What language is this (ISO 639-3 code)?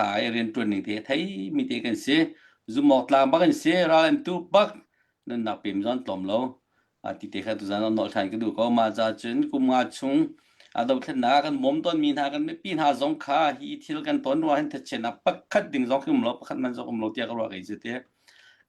cnh